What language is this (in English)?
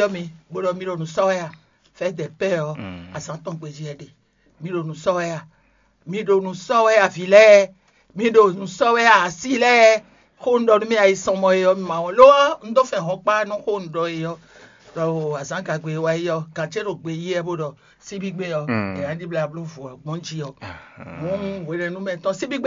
Fon